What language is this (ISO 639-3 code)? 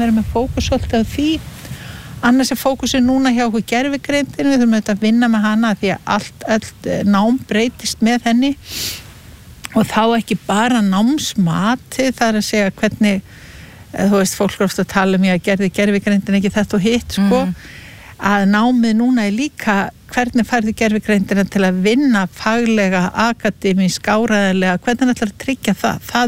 isl